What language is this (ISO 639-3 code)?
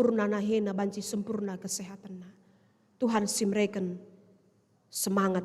btx